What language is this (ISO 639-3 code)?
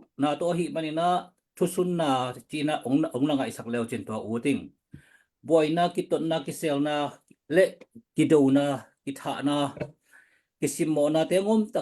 ctd